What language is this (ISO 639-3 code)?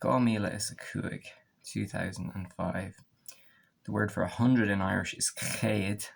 gle